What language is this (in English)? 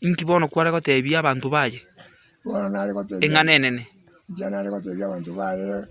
Gusii